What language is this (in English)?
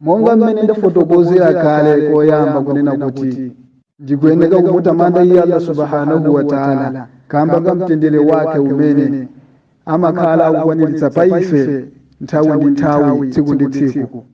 Nyanja